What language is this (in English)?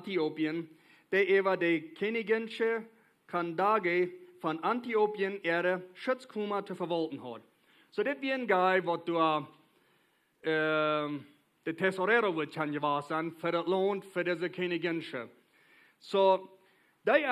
Plautdietsch